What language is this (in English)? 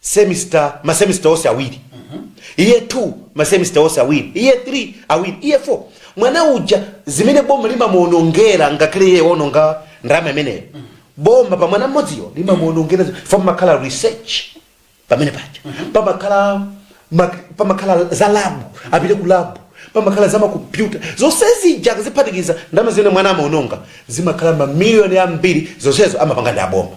Nyanja